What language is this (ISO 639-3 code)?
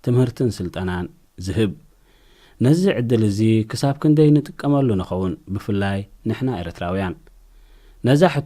tir